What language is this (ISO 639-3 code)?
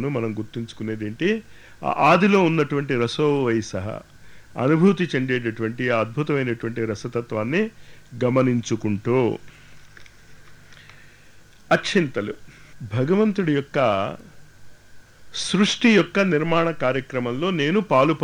tel